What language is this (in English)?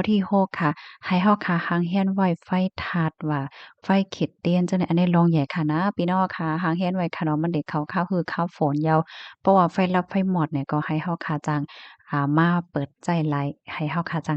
Shan